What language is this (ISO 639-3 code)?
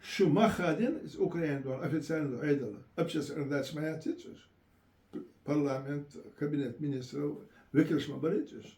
che